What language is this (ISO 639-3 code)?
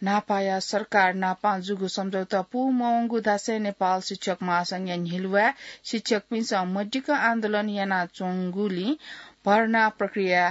new